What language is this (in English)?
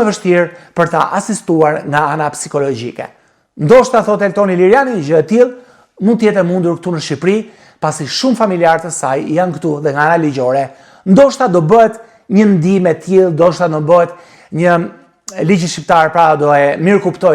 Albanian